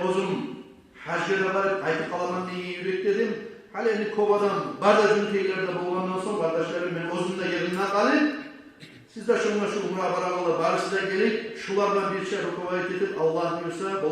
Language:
Kumyk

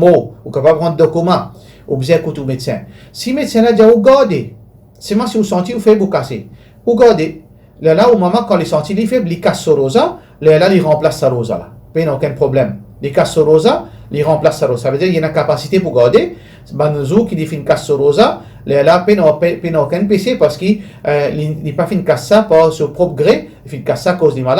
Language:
Morisyen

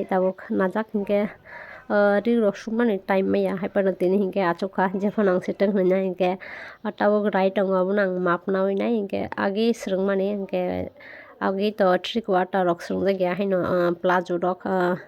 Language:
Kok Borok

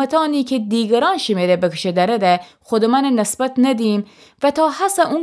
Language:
Gilaki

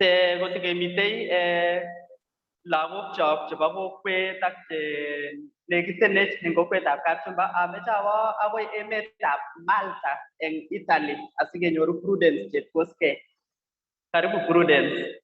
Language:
Kalenjin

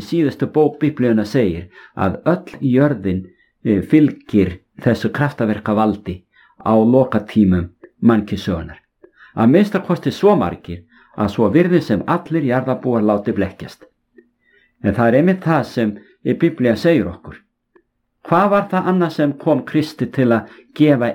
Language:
Icelandic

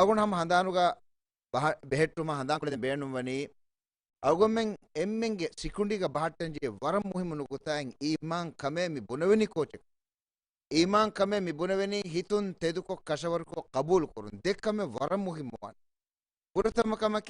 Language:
Divehi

